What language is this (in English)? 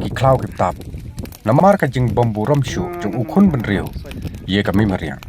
Khasi